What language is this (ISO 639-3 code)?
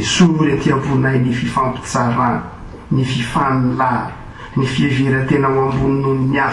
mlg